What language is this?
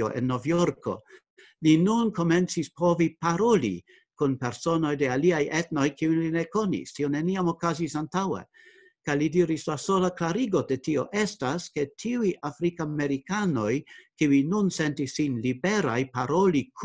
Esperanto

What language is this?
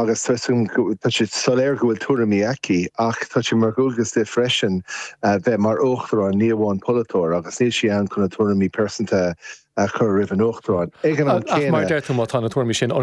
Irish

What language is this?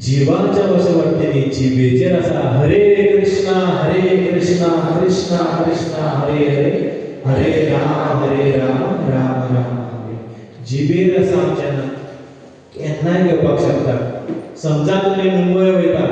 Konkani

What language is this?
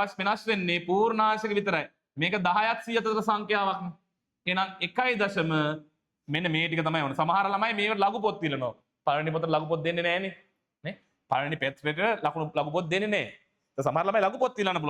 Sinhala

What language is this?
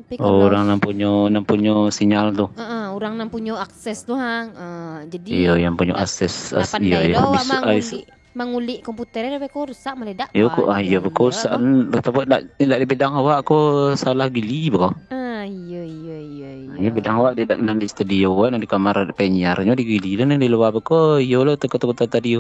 Minangkabau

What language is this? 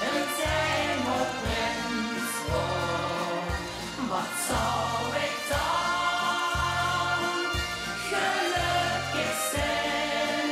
Limburgish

